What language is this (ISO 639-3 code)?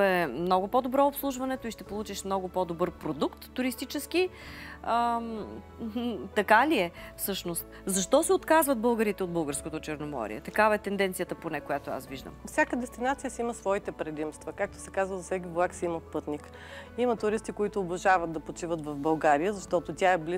bul